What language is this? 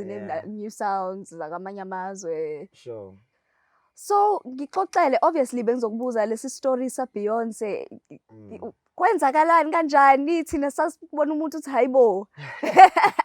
Zulu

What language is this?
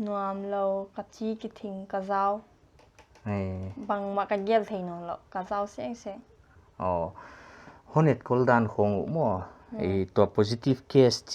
Paite Chin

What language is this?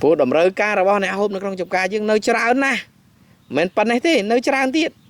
Khmer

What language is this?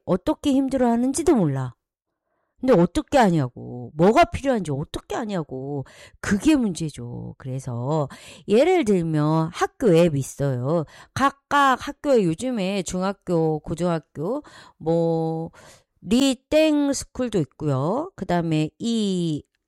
Korean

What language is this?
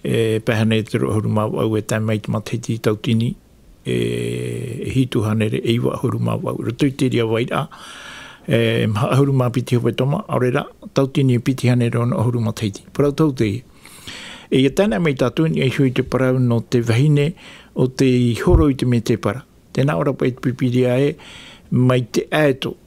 Tahitian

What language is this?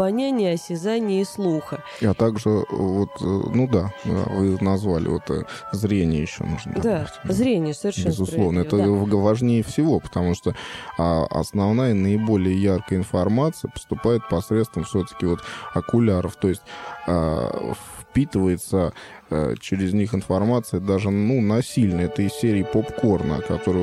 Russian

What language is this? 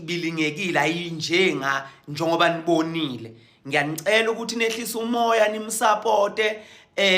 Zulu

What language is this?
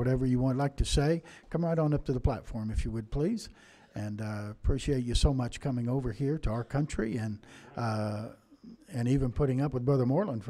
English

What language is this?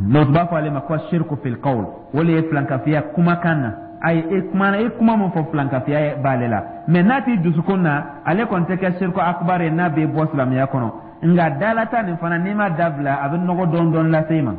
Dyula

